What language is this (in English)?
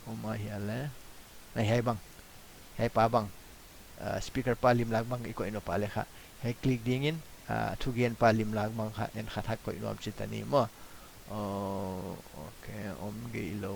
Paite Chin